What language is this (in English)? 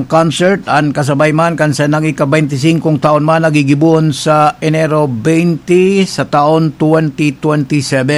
Bikol